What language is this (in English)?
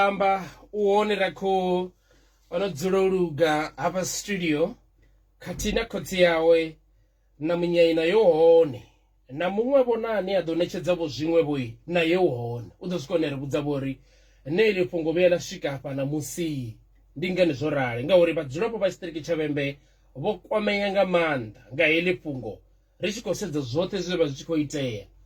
Venda